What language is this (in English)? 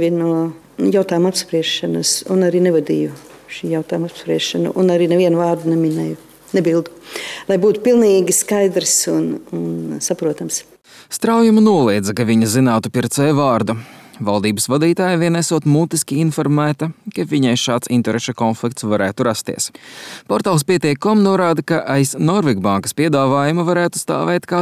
Latvian